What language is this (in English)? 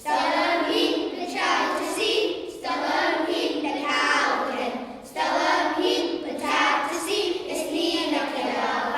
Scottish Gaelic